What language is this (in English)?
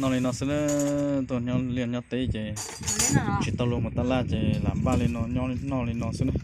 Hmong